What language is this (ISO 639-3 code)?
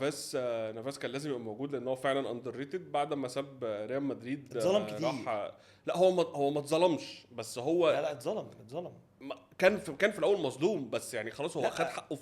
arz